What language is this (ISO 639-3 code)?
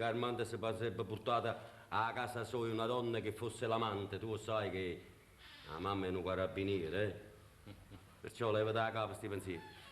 nap